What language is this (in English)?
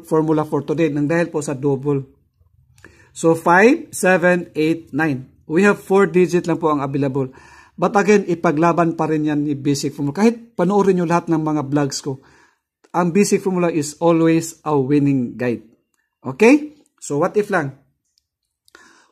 Filipino